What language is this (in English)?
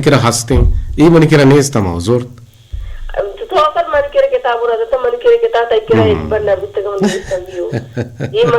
Eastern Balochi